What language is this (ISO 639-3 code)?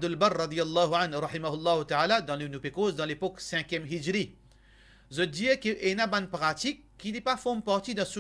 mfe